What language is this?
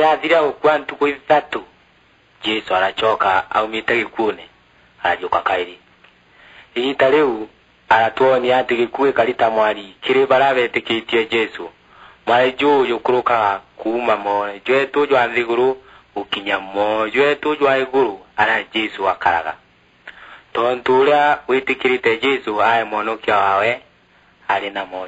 Meru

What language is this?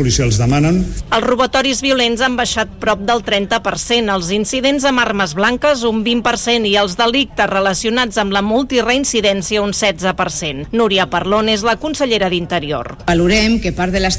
Catalan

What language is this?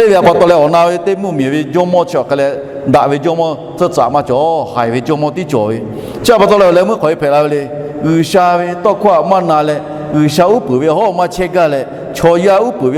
Lahu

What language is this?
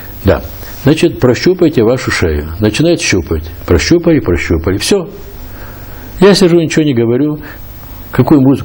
Russian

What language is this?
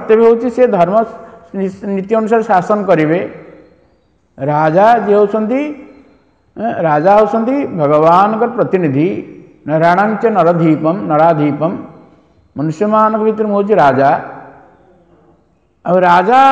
Odia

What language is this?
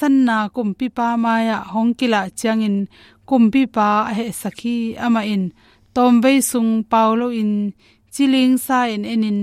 Tedim Chin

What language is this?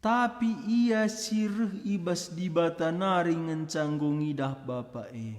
Batak Karo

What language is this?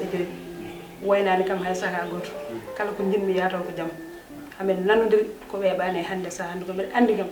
Fula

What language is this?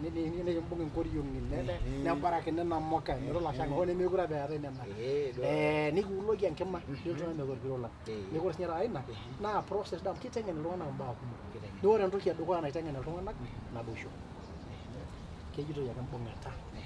Masai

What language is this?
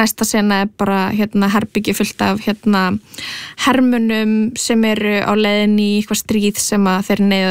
Icelandic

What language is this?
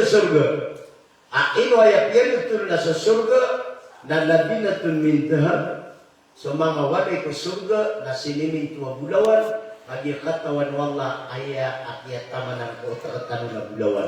Maranao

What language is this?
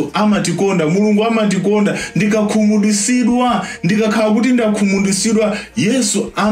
Nyanja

